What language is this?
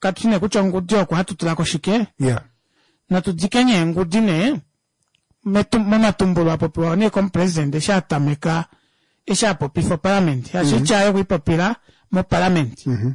Kuanyama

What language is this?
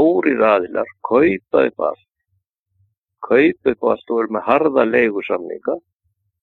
Icelandic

